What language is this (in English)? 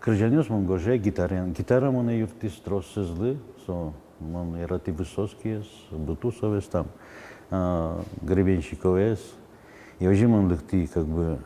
Udmurt